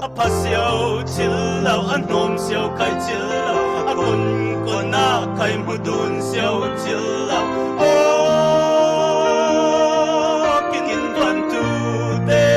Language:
Falam Chin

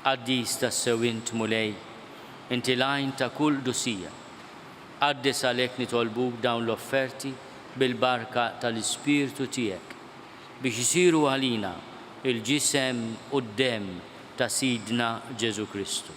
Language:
Maltese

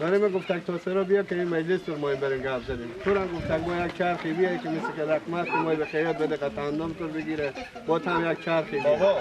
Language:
Persian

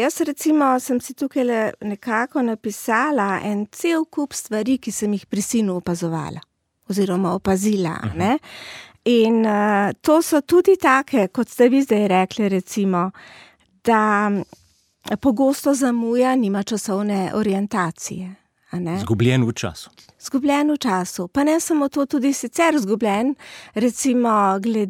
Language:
Slovenian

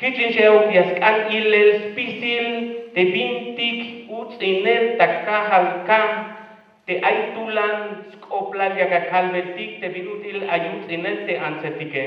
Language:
Tzeltal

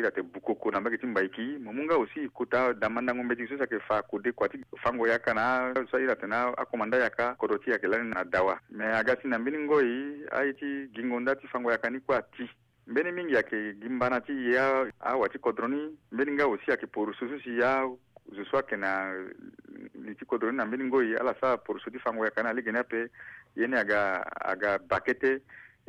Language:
Sango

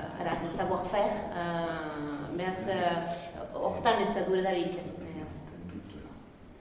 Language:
Basque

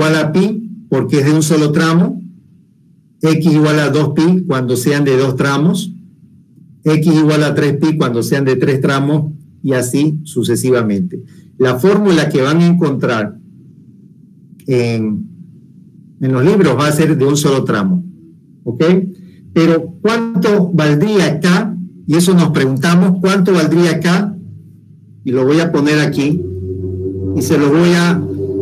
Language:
Spanish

